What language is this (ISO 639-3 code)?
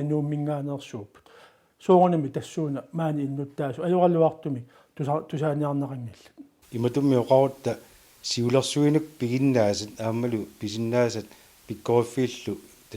kal